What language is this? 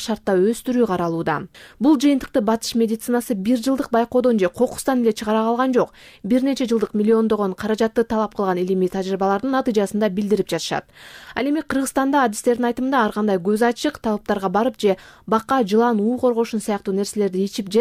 Kyrgyz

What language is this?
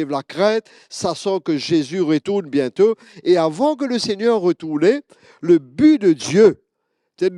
Morisyen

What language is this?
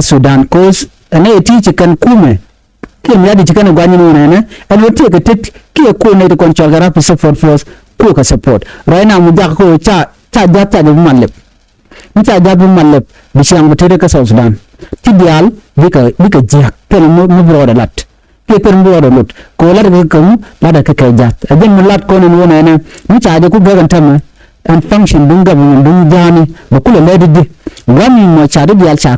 Nuer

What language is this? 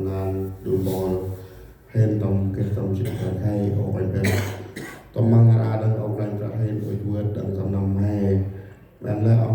Central Mnong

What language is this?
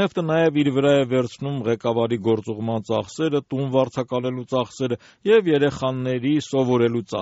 Armenian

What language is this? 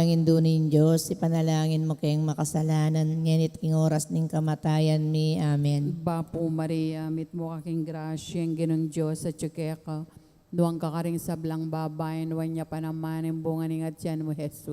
Pampanga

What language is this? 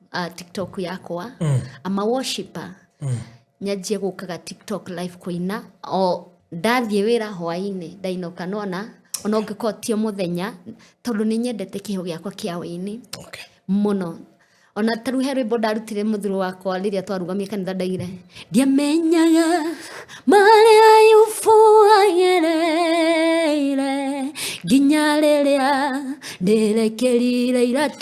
Kikuyu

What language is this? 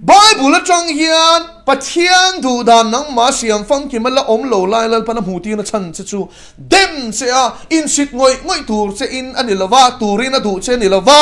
Mizo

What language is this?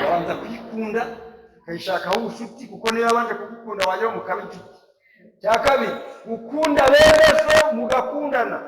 Kinyarwanda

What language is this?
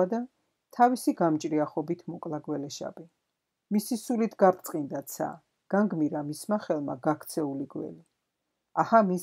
Georgian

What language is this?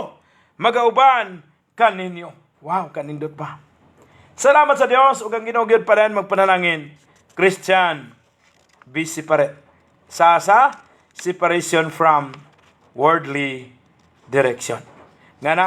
Cebuano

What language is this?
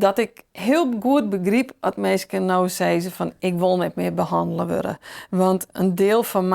Western Frisian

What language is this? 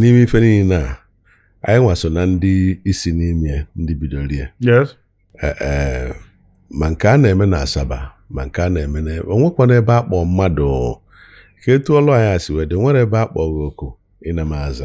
Igbo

